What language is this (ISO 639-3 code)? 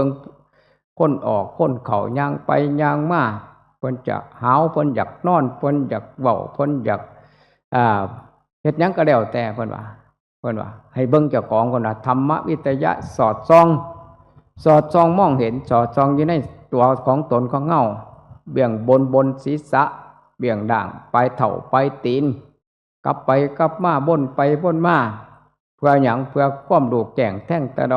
tts